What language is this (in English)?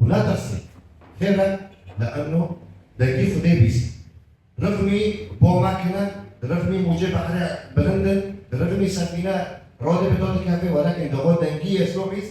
Kurdish